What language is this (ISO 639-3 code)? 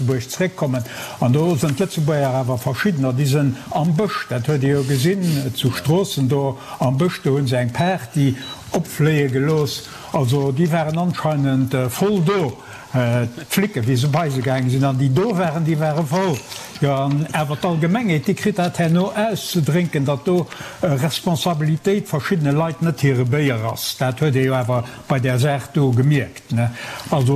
ltz